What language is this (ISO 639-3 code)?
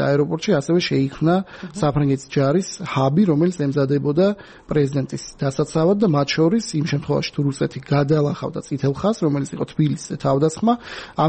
kat